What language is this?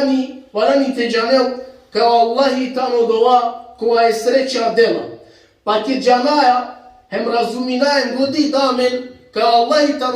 Balkan Romani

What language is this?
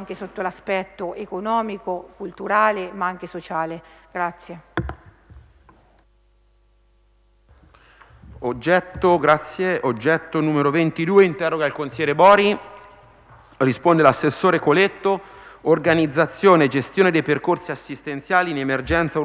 Italian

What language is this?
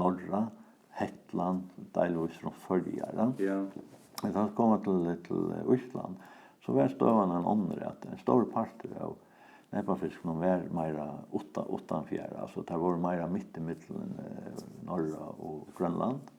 Faroese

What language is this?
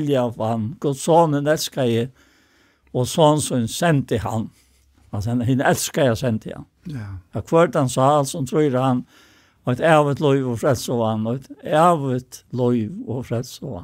Faroese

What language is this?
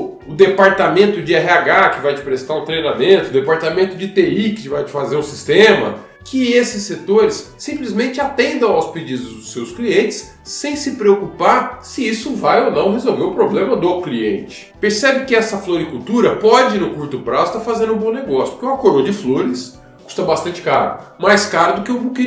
Portuguese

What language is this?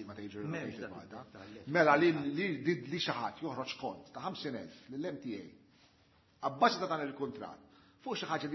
Maltese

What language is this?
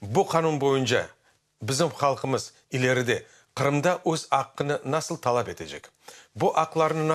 Crimean Tatar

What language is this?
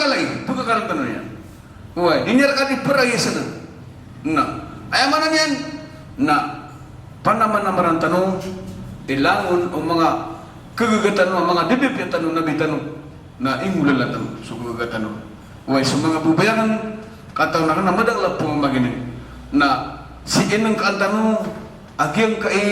Maranao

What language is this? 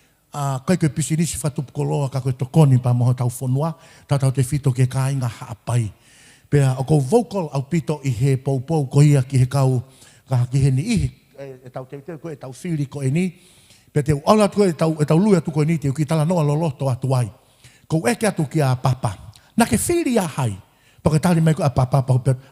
Tongan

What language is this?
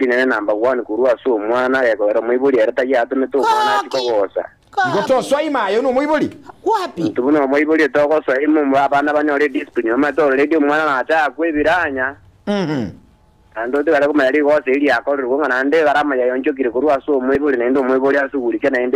Gusii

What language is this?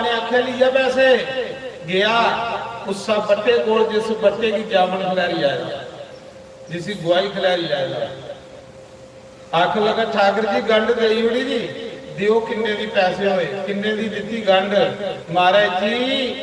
Dogri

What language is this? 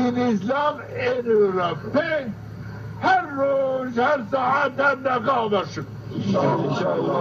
Zaza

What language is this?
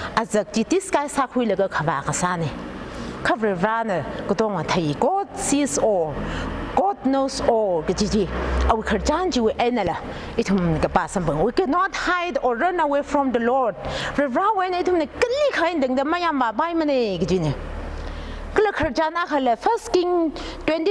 Tangkhul Naga (India)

